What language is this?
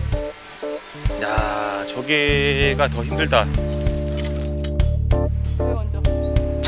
Korean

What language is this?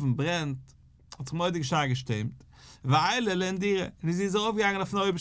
Yiddish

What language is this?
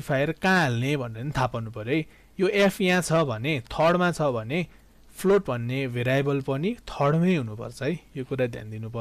Nepali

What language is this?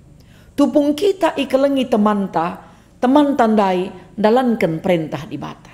Batak Karo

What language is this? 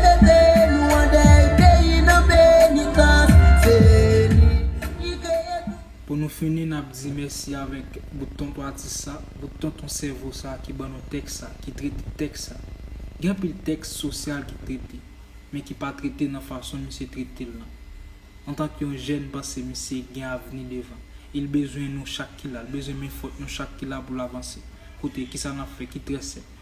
Haitian Creole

